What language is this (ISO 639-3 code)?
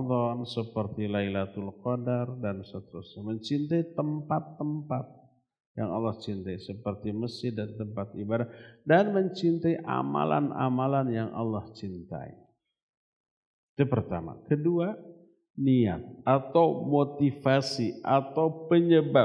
ind